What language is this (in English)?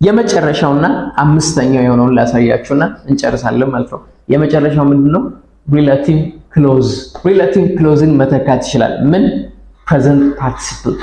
Amharic